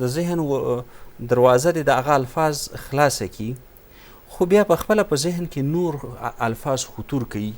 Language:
Pashto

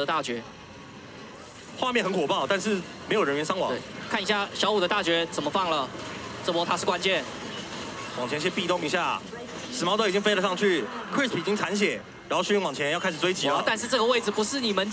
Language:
Chinese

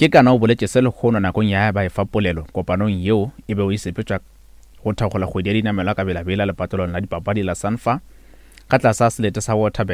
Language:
Northern Sotho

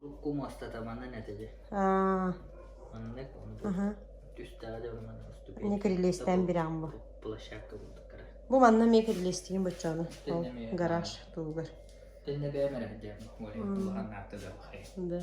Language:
Yakut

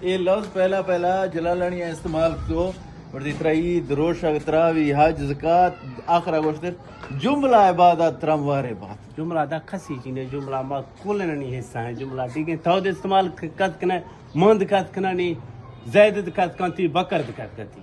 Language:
Eastern Balochi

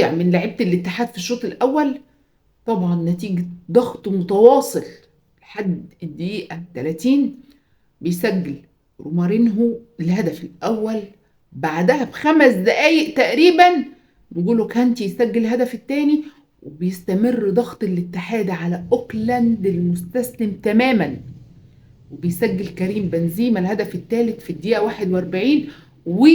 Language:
Egyptian Arabic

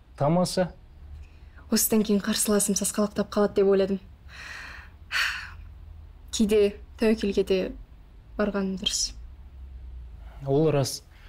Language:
Kazakh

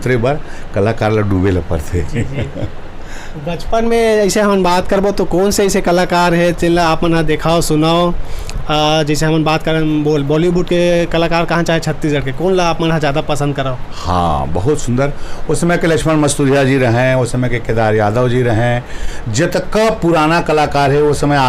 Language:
Chhattisgarhi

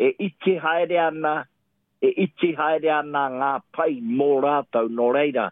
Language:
Māori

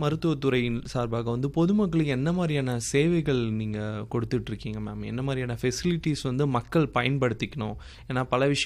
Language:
Tamil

